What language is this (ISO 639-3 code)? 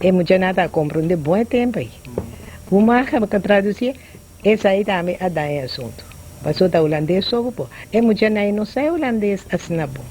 pap